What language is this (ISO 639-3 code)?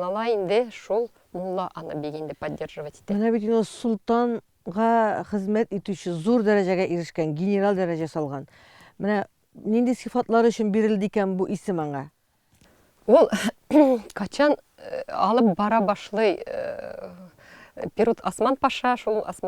tat